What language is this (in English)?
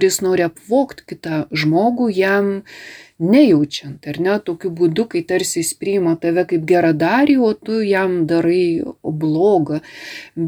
Lithuanian